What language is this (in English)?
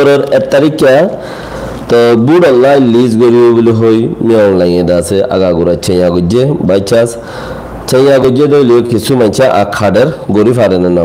Rohingya